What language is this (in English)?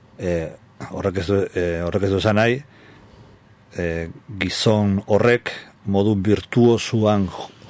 Basque